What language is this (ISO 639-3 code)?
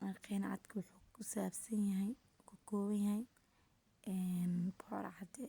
som